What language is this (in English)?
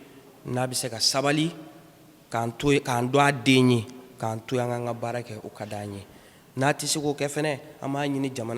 Bambara